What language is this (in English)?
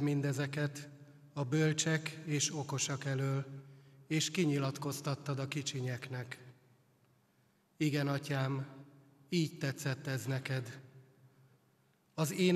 Hungarian